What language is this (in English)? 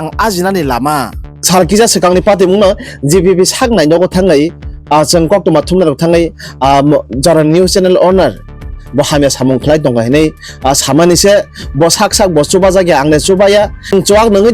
Kok Borok